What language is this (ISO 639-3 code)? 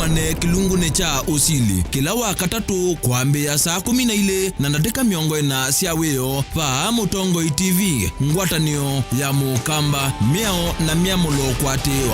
kam